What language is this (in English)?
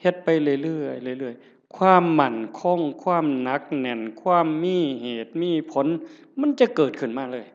Northeastern Thai